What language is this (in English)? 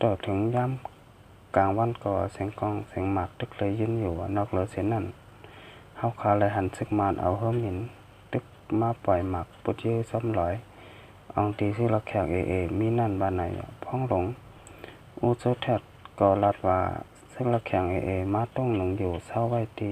Shan